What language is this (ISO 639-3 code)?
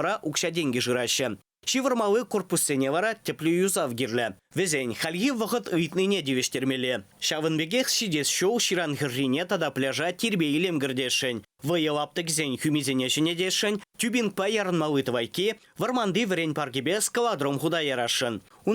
chv